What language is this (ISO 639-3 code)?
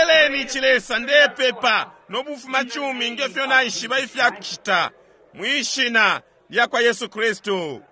bem